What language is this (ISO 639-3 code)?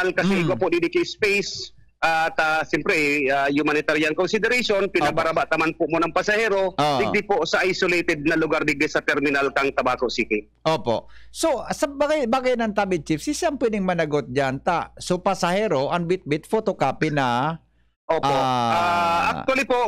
bik